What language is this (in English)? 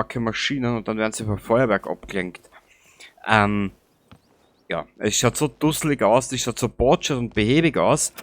Bavarian